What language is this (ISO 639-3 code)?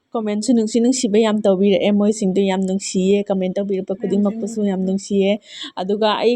mni